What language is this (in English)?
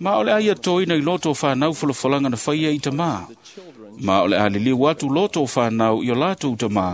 Samoan